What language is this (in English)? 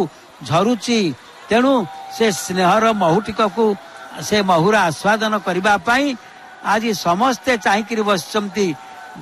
Odia